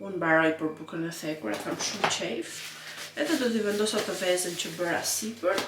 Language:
Albanian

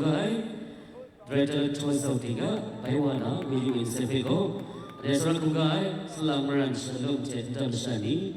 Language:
Kachin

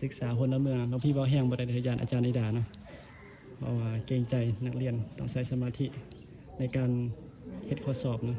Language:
Northeastern Thai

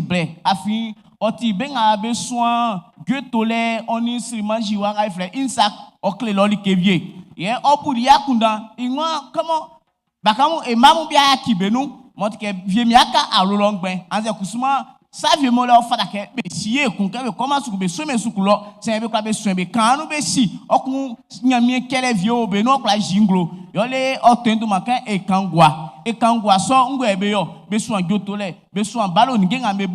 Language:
Baoulé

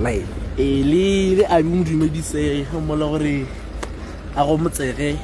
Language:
Tswana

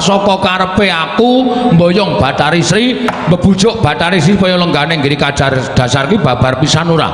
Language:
Javanese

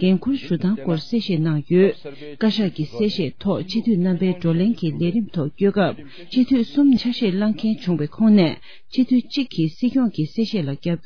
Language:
Tibetan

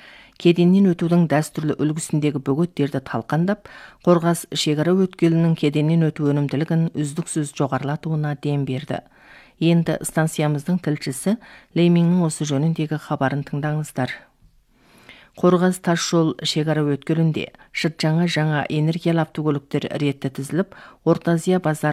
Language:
Kazakh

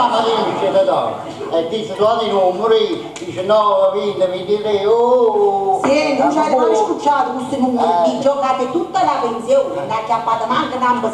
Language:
Neapolitan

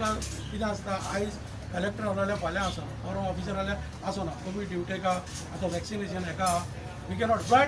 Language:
Konkani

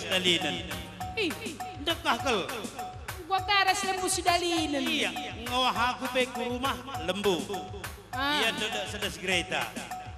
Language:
Batak Karo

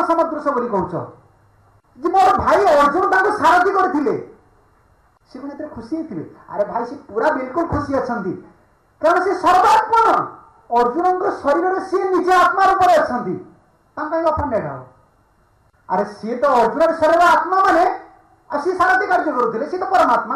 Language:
Odia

